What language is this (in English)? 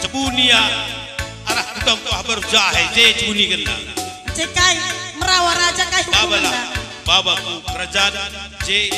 Batak Karo